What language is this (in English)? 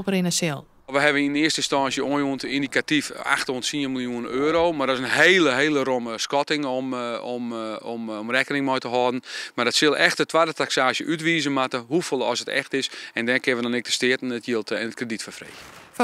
Western Frisian